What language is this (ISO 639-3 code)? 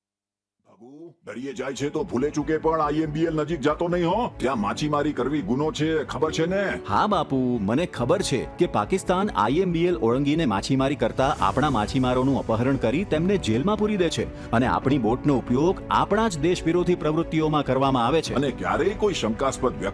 guj